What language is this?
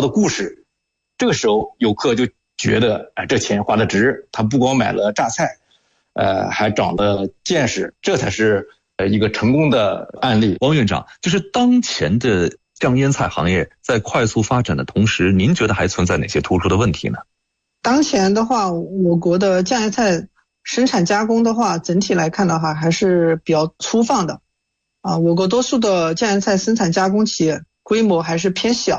Chinese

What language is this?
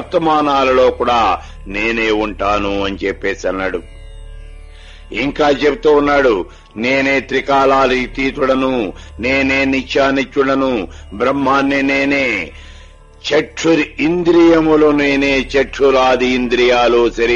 Telugu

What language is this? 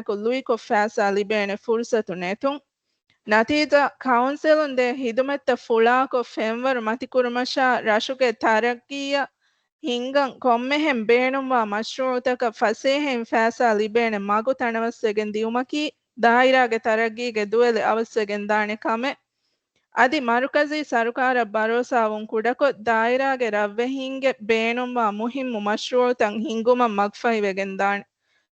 Divehi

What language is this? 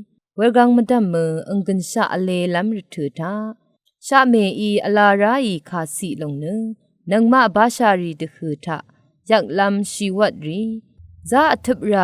Rawang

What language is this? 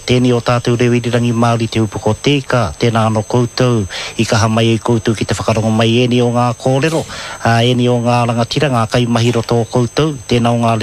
Māori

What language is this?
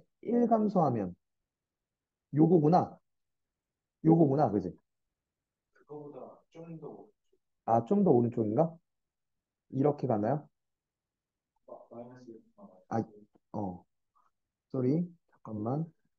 Korean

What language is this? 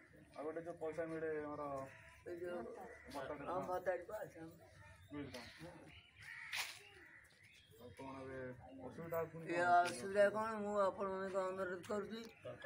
Odia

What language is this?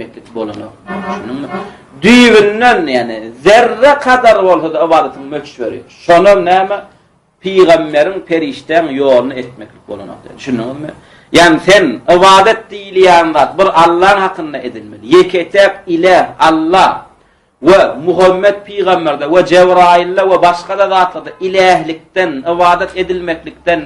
Turkmen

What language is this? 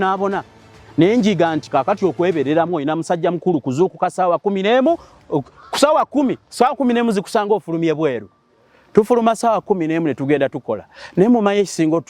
Ganda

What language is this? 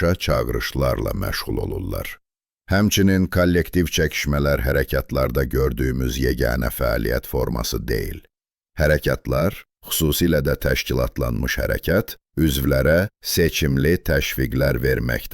South Azerbaijani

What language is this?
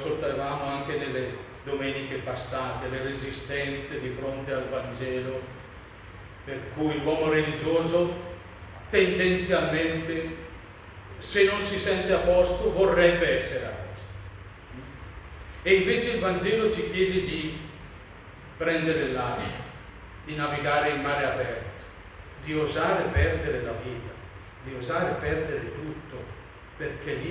Italian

